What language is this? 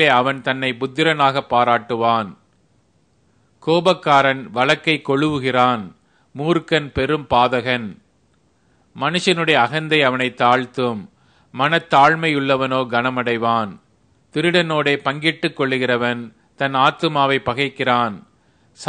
Tamil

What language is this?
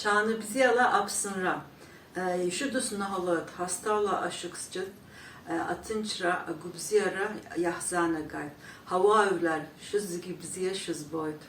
Abkhazian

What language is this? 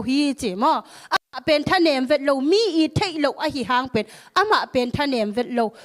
Tedim Chin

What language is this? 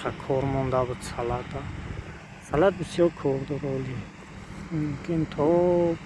Tajik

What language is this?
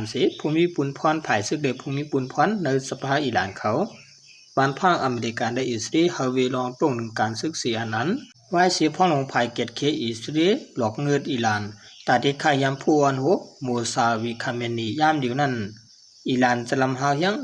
Shan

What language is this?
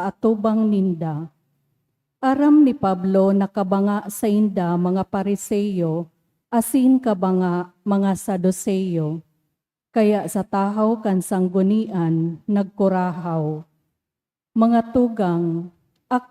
Bikol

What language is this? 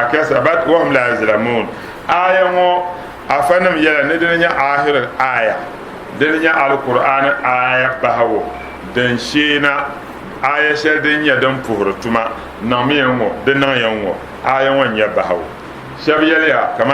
Dagbani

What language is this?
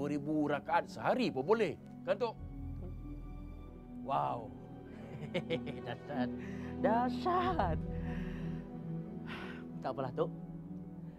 Malay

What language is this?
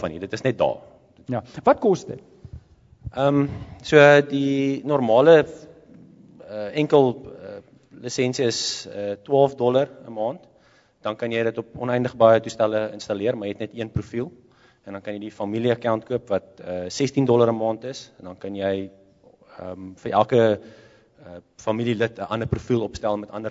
Afrikaans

